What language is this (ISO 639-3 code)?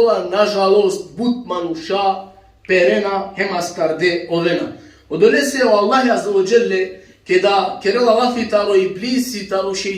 rmn